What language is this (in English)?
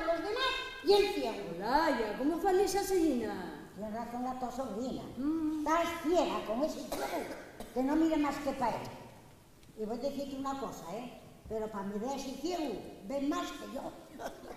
Asturian